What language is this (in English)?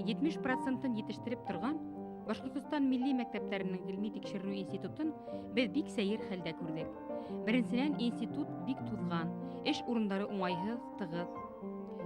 Bashkir